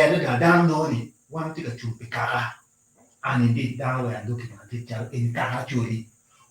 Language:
Acoli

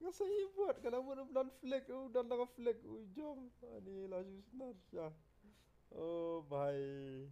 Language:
Khasi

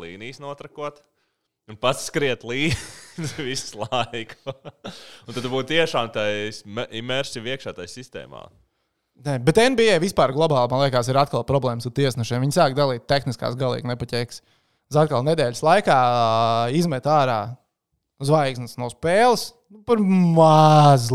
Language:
Latvian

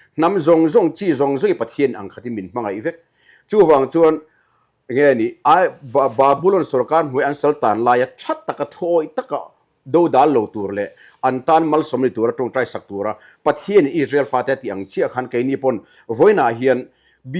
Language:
Mizo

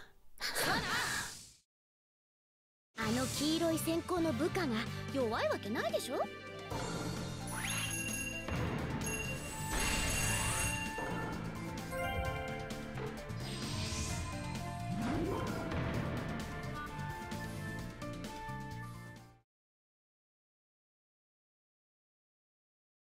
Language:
Japanese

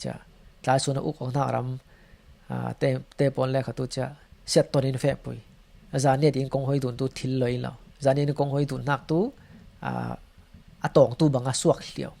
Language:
Falam Chin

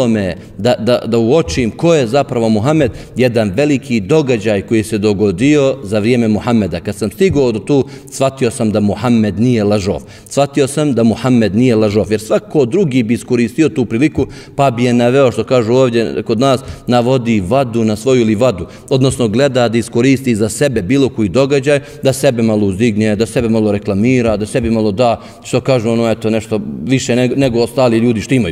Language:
Bosnian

